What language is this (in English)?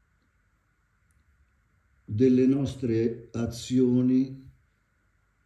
Italian